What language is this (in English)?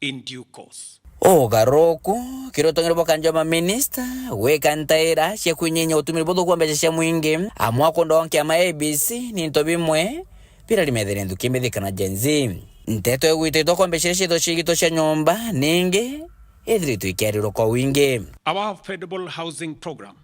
Meru